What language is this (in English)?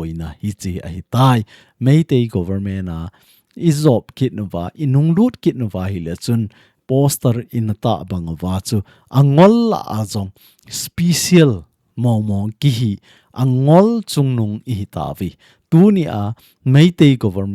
Thado Chin